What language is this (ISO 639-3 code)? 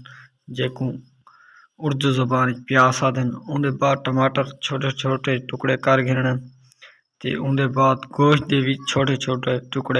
skr